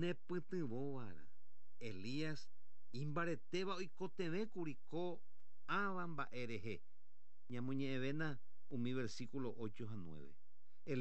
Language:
Guarani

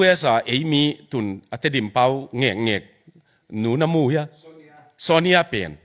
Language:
Tedim Chin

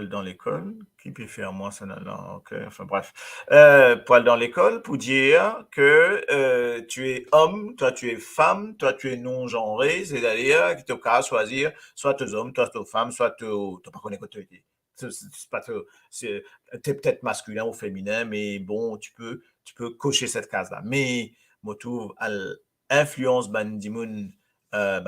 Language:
Morisyen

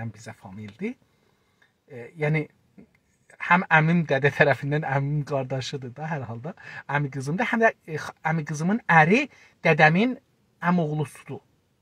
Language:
South Azerbaijani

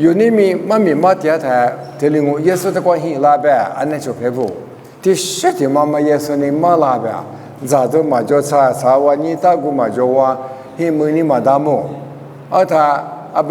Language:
Lisu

